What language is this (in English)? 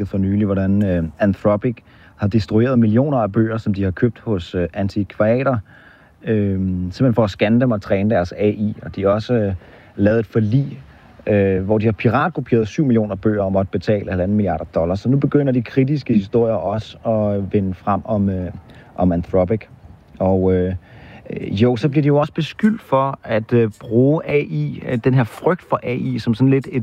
Danish